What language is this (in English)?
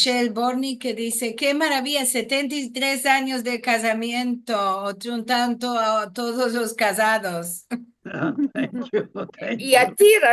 Ladino